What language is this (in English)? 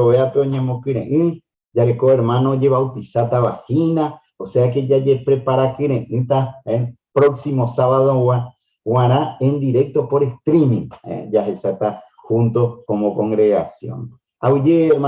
Guarani